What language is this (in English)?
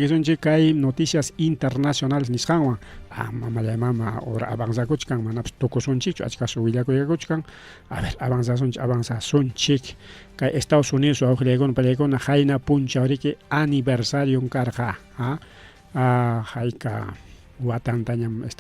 Ayacucho Quechua